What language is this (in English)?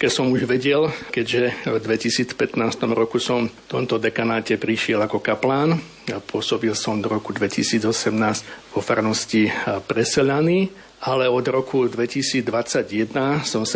Slovak